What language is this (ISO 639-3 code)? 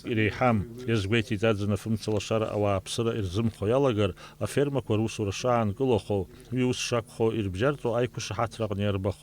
abk